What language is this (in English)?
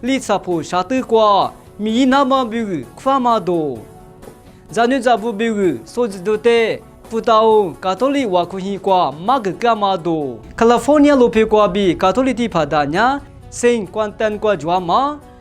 Lisu